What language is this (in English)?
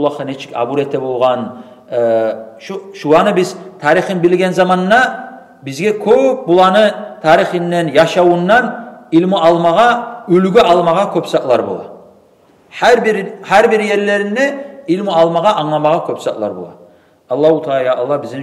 Kumyk